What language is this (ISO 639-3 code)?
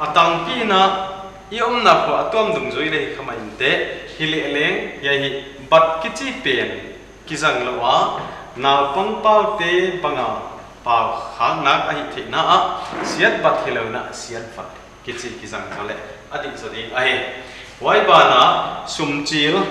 pck